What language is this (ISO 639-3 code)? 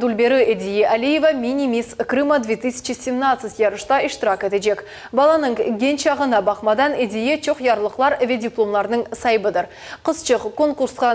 crh